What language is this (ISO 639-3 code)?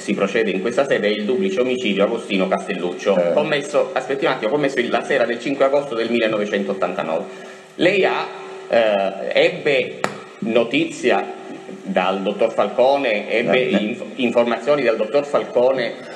ita